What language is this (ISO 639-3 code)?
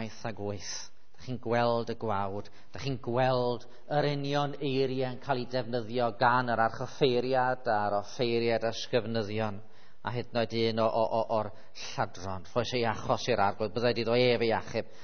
cym